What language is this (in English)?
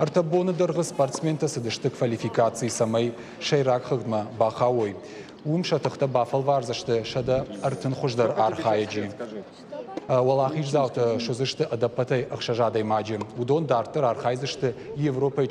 Ossetic